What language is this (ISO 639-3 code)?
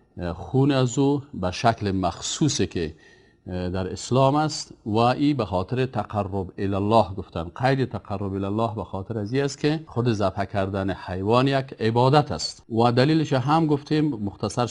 fas